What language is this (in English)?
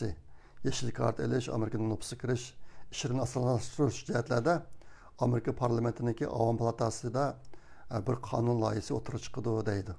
Uyghur